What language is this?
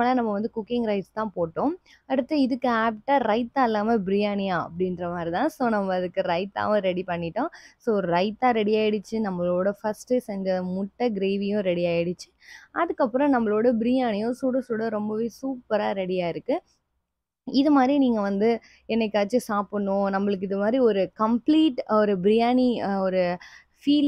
Tamil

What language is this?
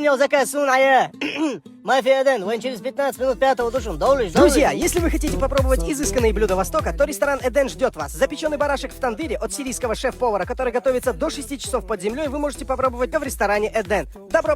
Chechen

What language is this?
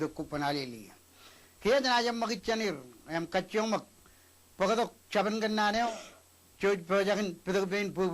Marshallese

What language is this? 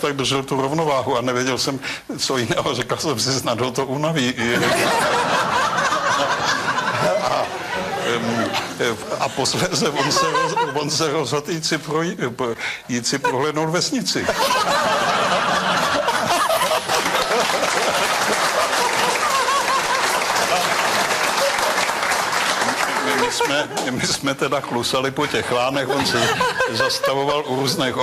Czech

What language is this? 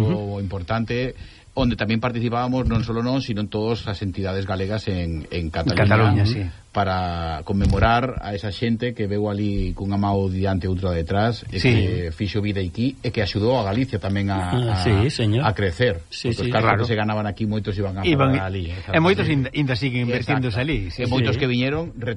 Galician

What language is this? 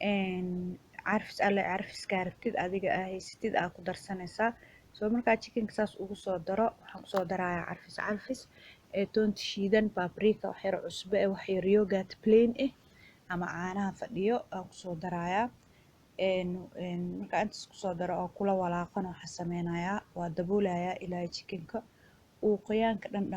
Somali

